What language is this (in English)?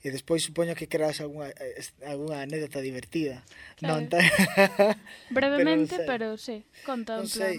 Galician